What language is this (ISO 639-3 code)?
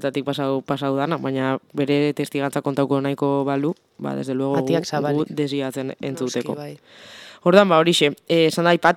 eus